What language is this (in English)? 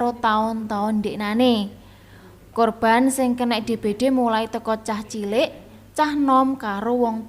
Javanese